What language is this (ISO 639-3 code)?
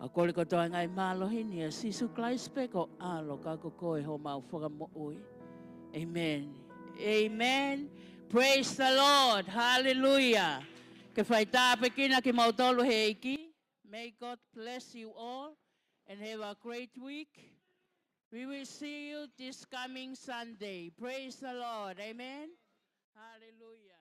ton